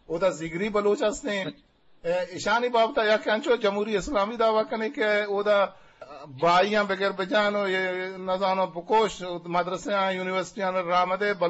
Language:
Eastern Balochi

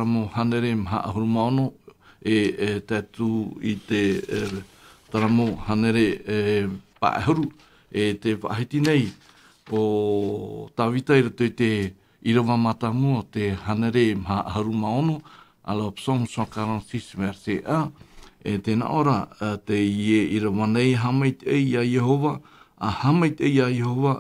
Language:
Tahitian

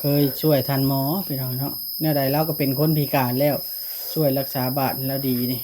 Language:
Northeastern Thai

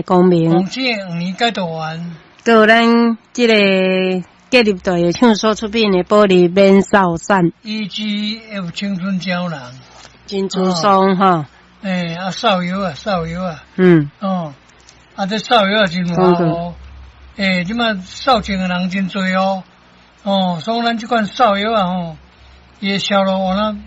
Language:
Min Nan Chinese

